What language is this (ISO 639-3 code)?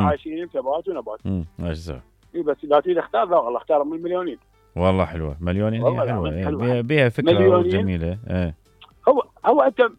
acm